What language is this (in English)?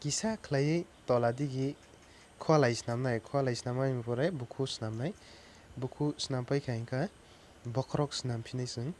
Kok Borok